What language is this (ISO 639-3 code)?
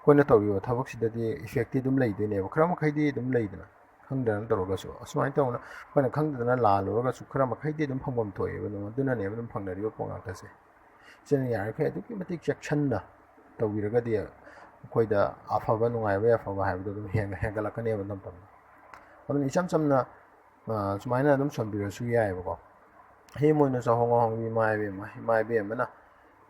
mni